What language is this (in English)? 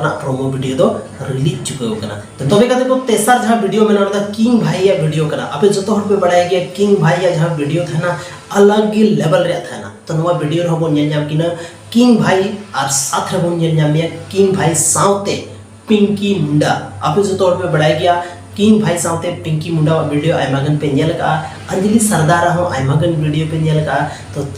Santali